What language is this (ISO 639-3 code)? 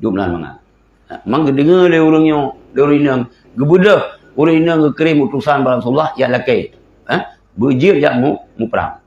ace